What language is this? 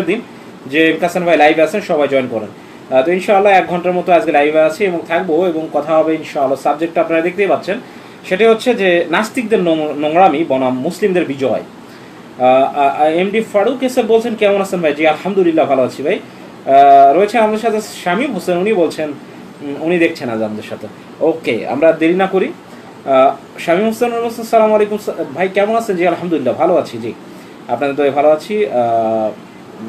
Bangla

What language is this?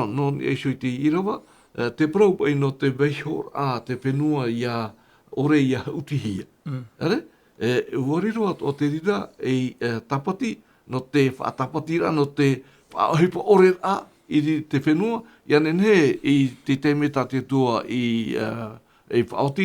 Tahitian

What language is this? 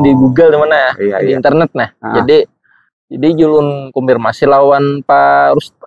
Banjar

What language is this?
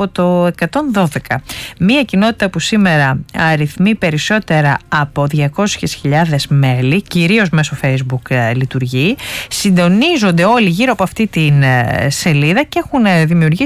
Greek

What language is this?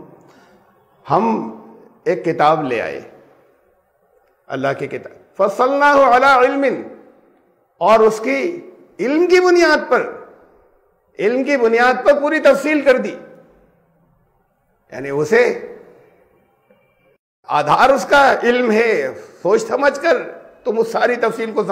Urdu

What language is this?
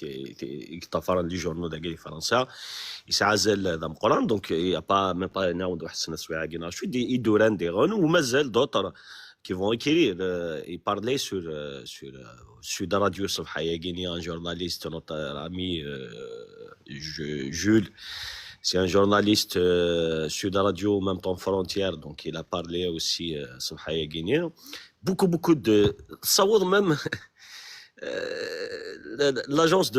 Kabyle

